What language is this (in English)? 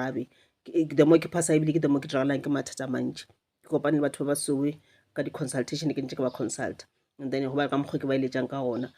Northern Sotho